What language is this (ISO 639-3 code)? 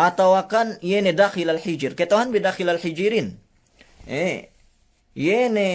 yka